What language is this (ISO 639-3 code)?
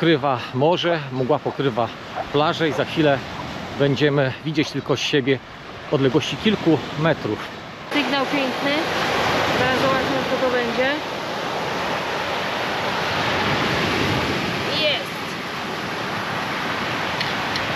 pol